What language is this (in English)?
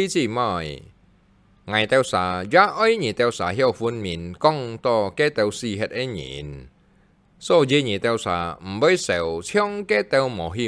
Hakka Chinese